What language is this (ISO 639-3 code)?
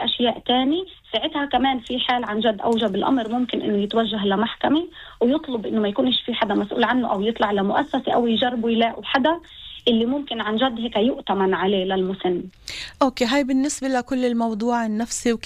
apc